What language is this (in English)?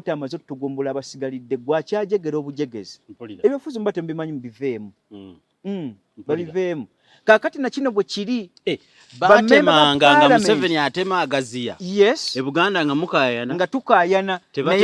Ganda